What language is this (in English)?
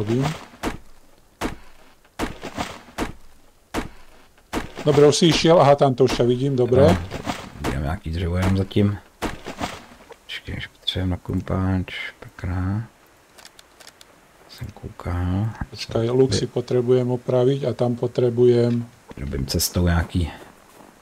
Czech